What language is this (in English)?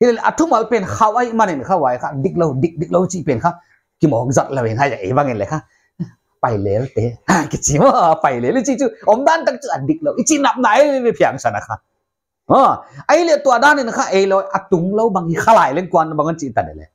Paite Chin